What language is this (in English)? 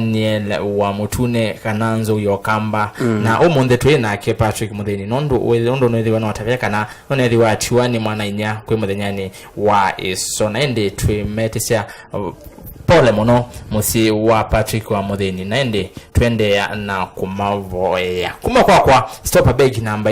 Kamba